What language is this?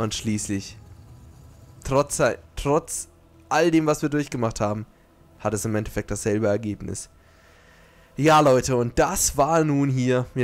German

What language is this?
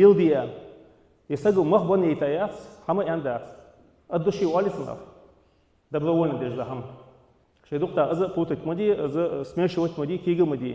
Ingush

